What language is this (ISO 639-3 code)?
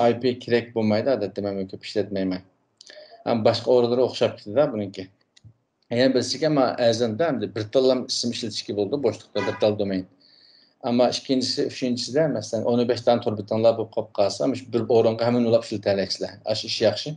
uig